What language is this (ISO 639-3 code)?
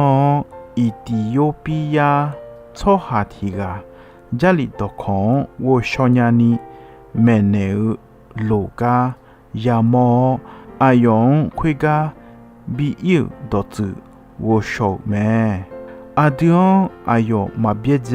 ahk